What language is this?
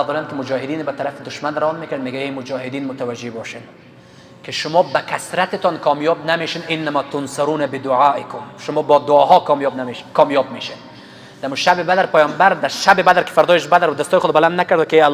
Persian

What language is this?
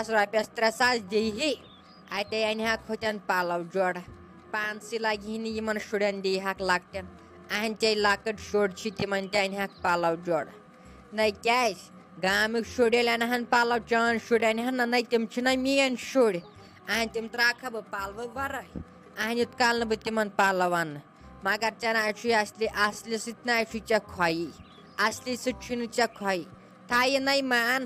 Kashmiri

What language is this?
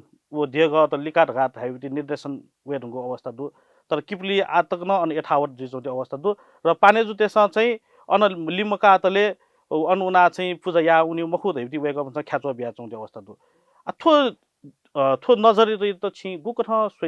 Newari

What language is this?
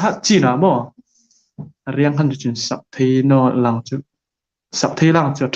Hmar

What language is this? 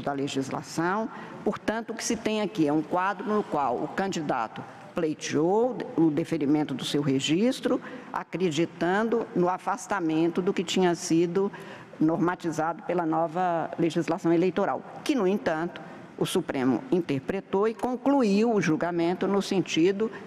Portuguese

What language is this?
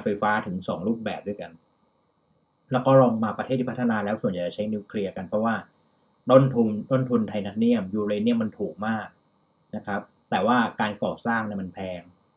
Thai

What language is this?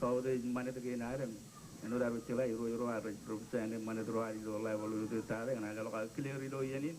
Marshallese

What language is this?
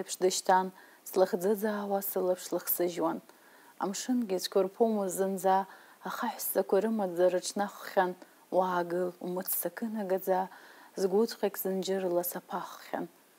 Abkhazian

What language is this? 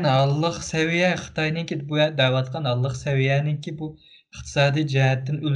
Uyghur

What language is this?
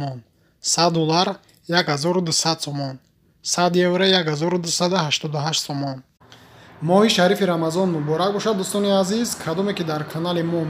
Tajik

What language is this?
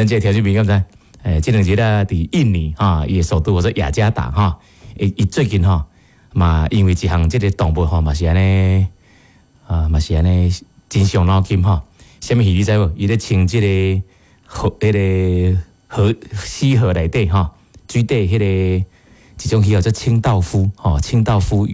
Min Nan Chinese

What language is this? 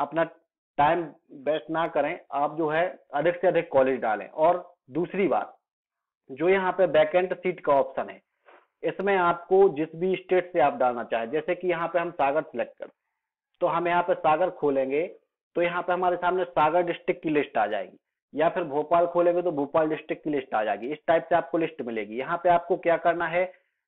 Hindi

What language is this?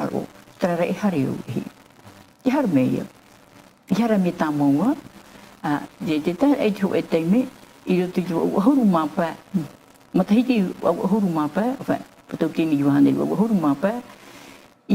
Tahitian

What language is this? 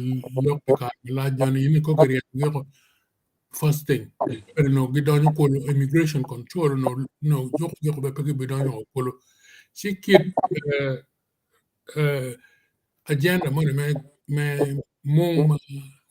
Acoli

